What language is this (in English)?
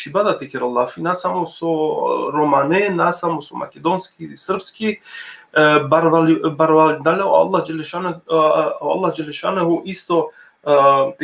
Balkan Romani